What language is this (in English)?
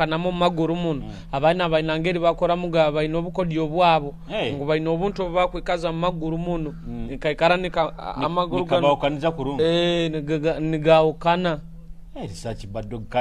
Nyoro